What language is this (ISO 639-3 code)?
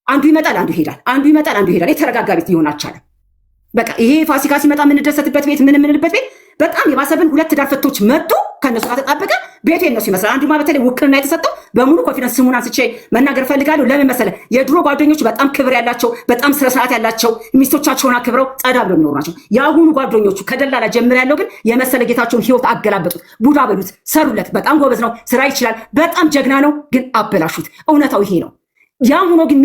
amh